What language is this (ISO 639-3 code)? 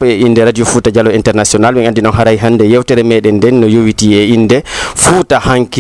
ful